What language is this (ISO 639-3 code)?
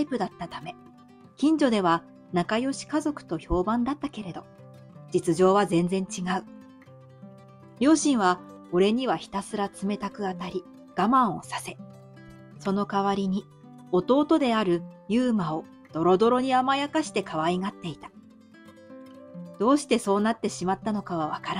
jpn